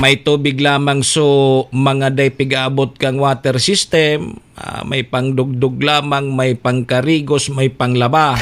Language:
Bikol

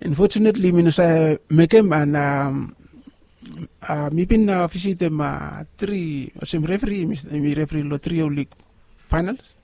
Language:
Bislama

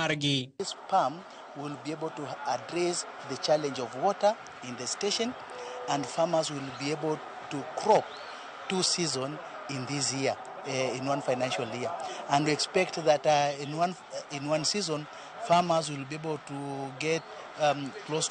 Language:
Luo (Kenya and Tanzania)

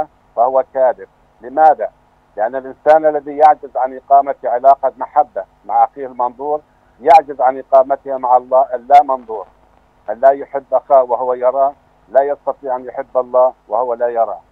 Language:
Arabic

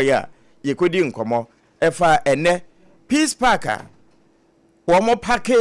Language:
Akan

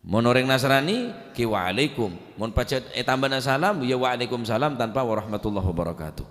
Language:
Madurese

